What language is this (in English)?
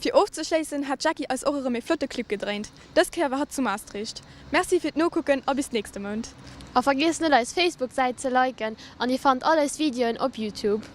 Luxembourgish